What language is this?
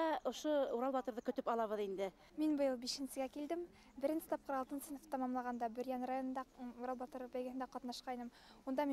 Bashkir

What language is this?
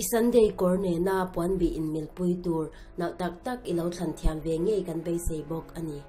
Mizo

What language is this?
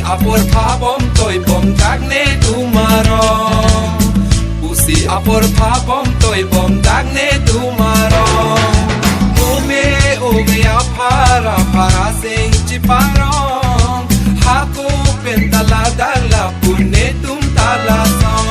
Karbi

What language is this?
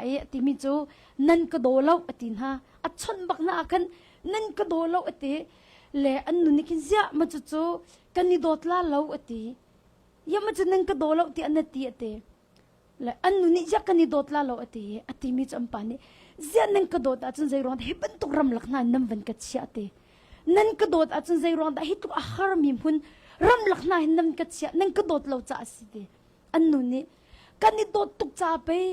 Hakha Chin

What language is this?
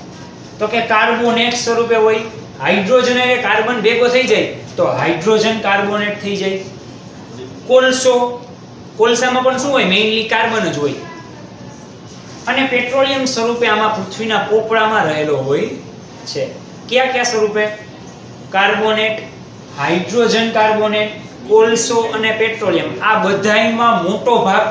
Gujarati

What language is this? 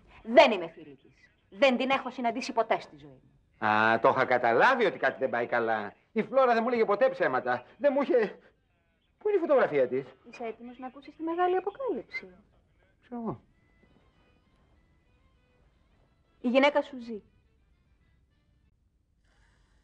Greek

